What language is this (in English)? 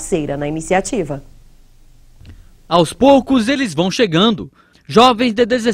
Portuguese